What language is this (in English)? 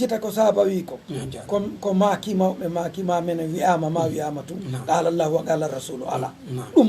Fula